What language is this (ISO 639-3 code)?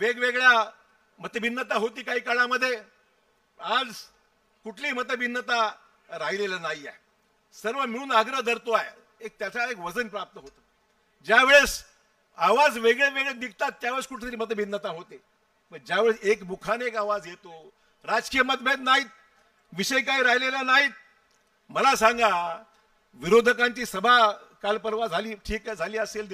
mar